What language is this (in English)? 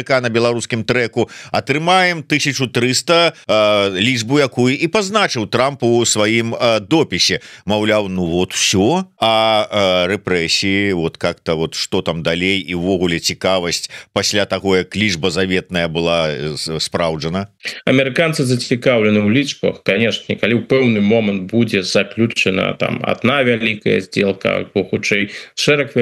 Belarusian